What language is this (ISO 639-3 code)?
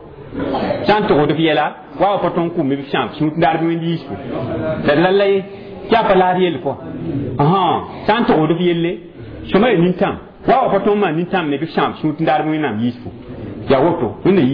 mos